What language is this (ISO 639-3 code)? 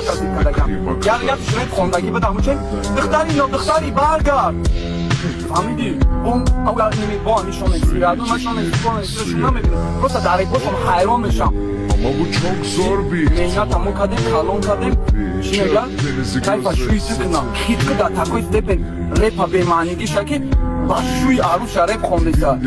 tgk